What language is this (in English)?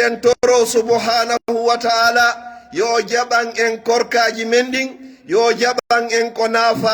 Pular